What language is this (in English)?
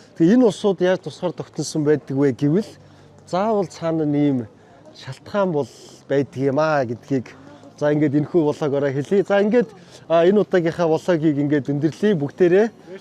Mongolian